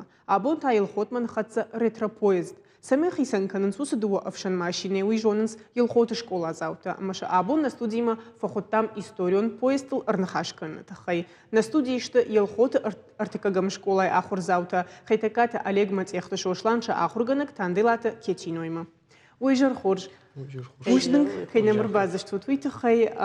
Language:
Ossetic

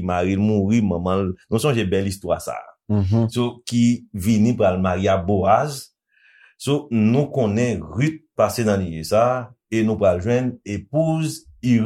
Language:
Haitian Creole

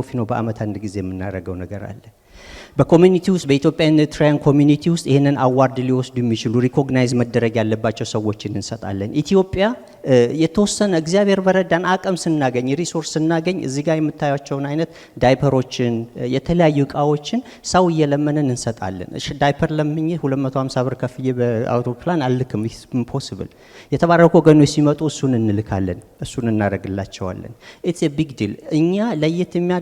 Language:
Amharic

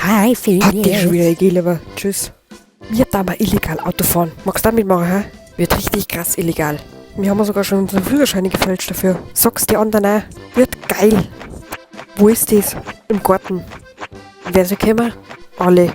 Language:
Bavarian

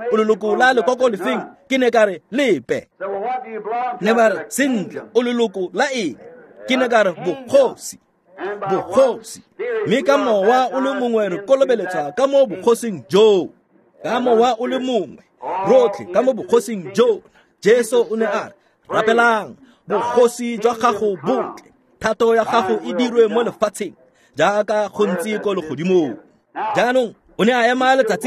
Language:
Tswana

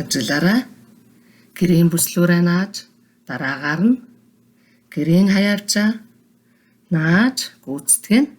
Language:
Mongolian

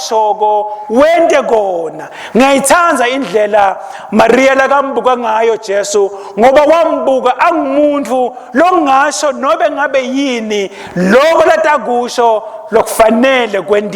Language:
Swati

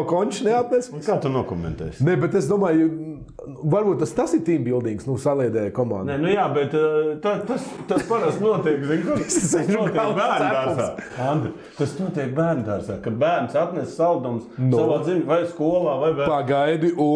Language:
Latvian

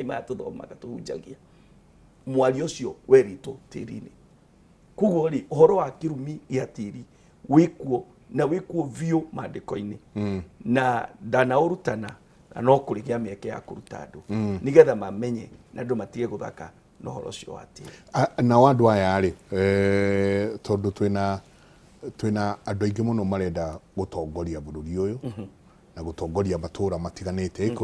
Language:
Kikuyu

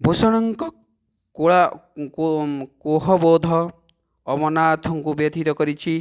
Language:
Odia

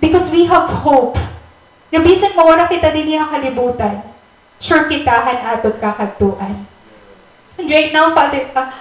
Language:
Waray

